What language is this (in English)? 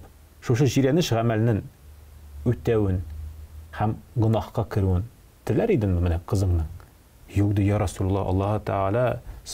Tatar